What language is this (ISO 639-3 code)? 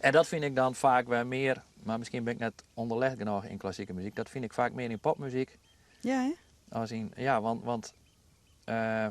fry